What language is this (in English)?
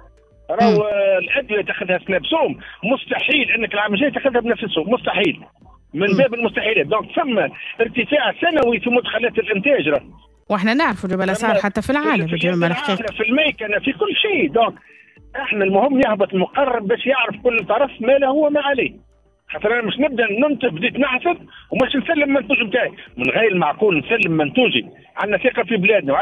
Tunisian Arabic